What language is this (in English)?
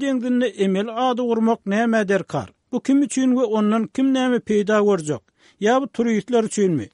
Turkmen